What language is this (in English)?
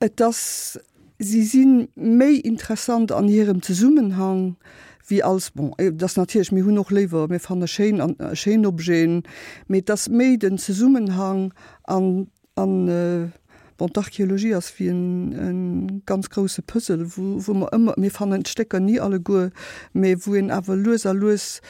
Luxembourgish